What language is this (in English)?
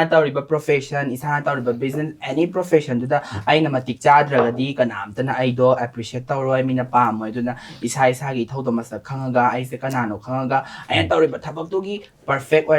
Manipuri